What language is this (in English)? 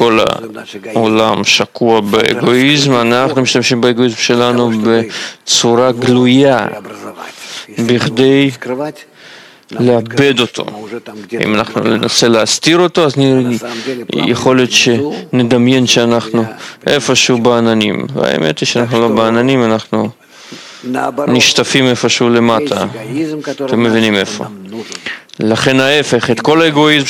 Hebrew